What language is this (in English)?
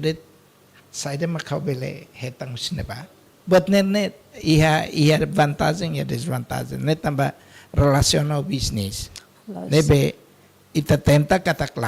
Tetum